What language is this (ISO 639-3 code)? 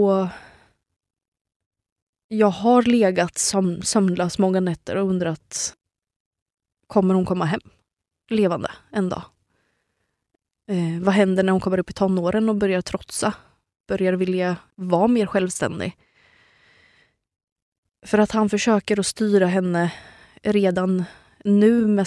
swe